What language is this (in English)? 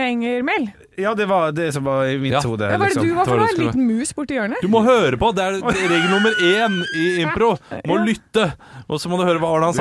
Norwegian